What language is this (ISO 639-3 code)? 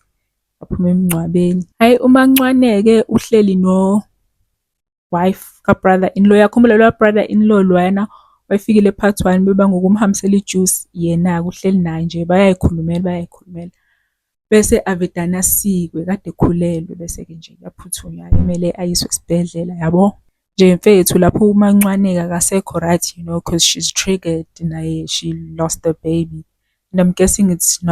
zul